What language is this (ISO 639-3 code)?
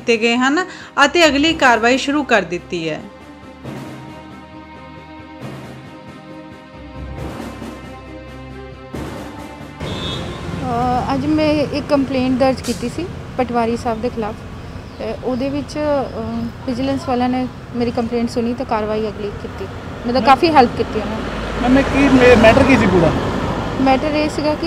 pan